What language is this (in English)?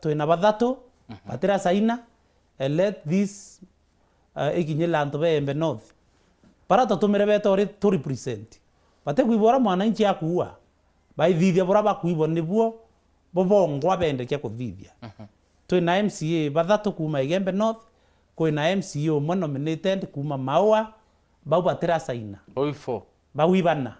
Meru